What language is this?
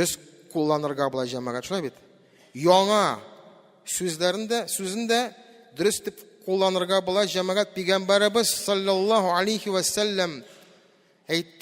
Tatar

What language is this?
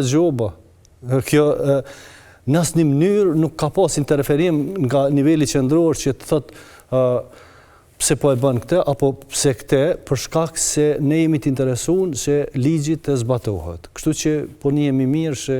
Albanian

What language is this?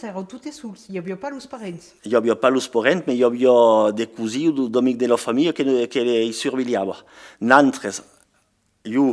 Occitan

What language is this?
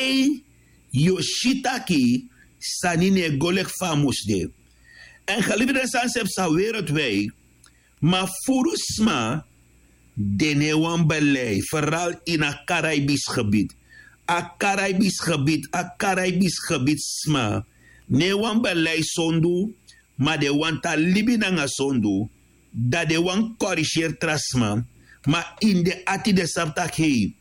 Sranan Tongo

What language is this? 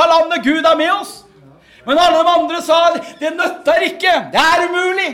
Norwegian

